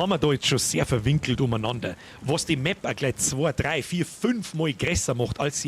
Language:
Bavarian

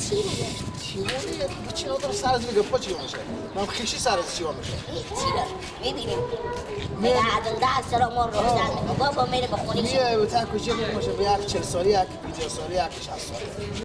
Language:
Persian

